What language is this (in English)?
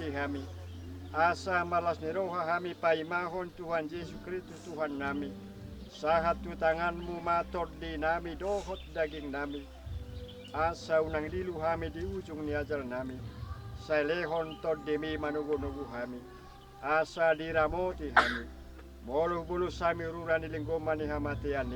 Batak Toba